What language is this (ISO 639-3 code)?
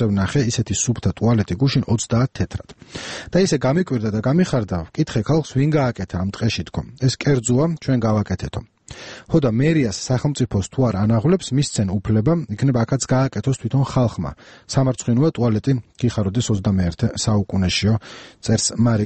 kat